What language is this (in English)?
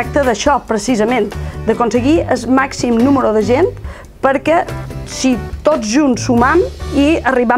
Catalan